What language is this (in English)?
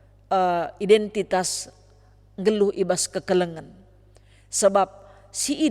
Batak Karo